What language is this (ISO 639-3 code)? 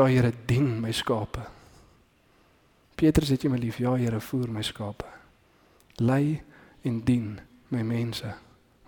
afr